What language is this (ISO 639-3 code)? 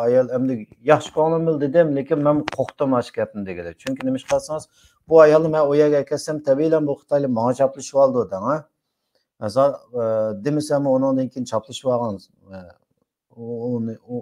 uig